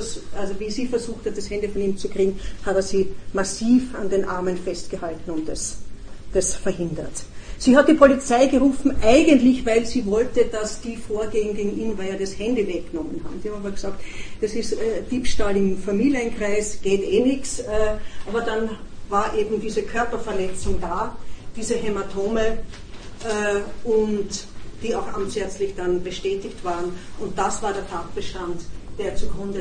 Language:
German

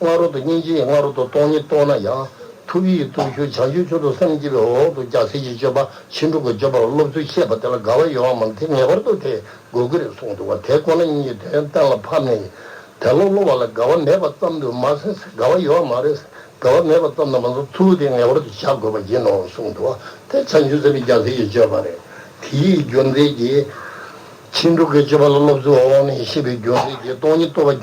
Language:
Tibetan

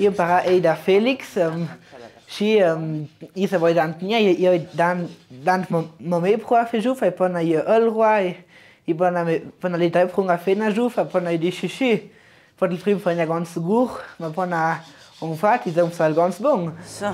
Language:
Ladin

